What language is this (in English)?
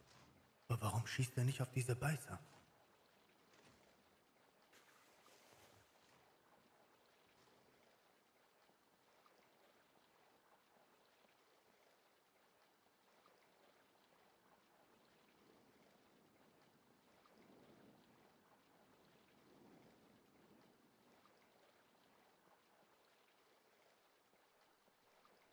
German